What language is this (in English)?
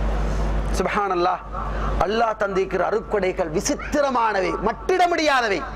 Tamil